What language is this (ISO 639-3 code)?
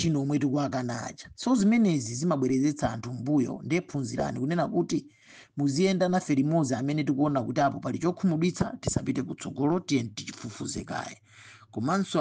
nya